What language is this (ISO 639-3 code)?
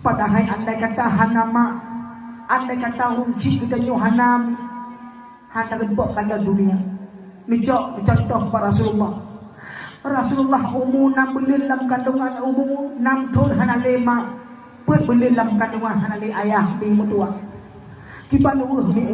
ace